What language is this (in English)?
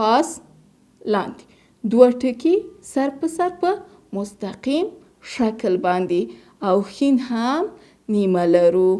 Pashto